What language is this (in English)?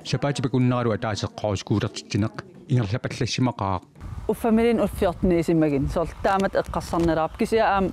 Kalaallisut